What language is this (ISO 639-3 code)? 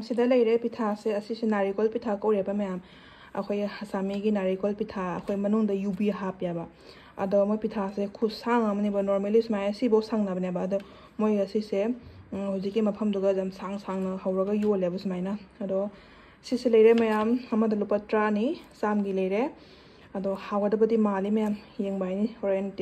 mni